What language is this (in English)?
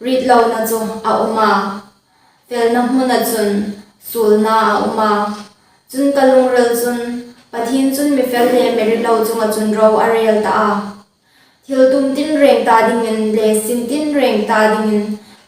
Hmar